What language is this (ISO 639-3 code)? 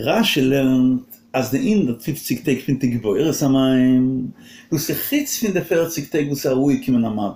yid